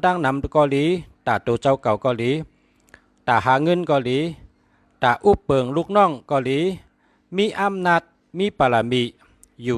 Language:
Shan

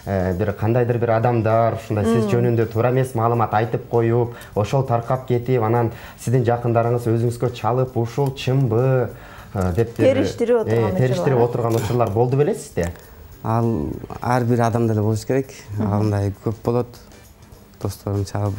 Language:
Kyrgyz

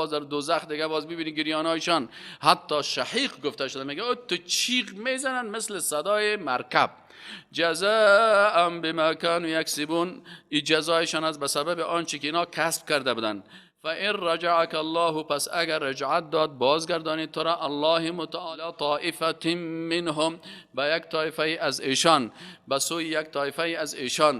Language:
Persian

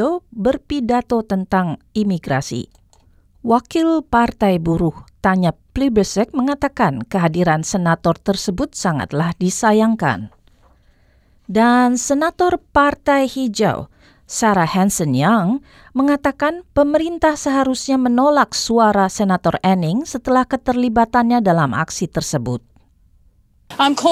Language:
Indonesian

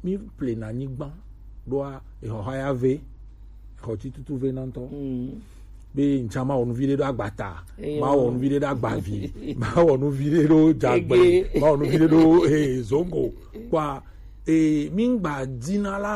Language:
Gen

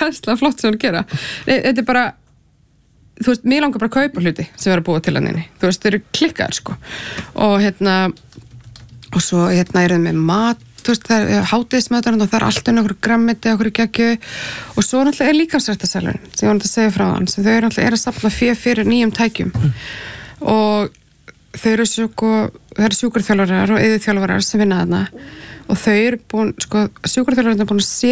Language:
Icelandic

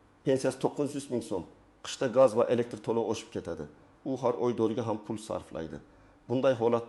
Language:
Uzbek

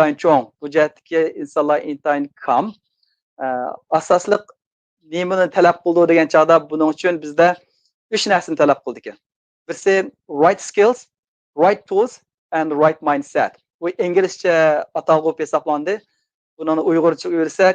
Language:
Uyghur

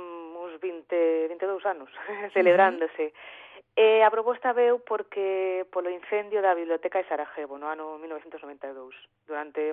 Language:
Galician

